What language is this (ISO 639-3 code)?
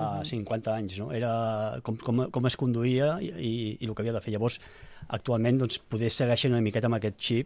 cat